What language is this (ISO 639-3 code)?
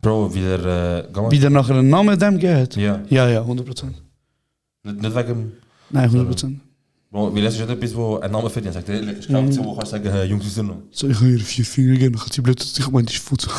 gsw